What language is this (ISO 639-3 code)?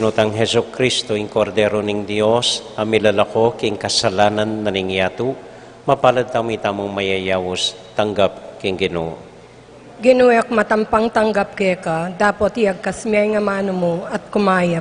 pam